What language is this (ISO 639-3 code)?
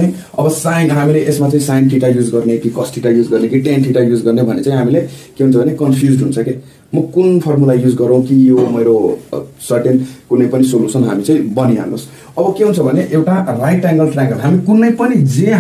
nep